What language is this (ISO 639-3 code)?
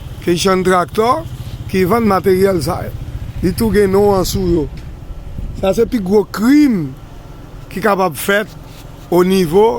hat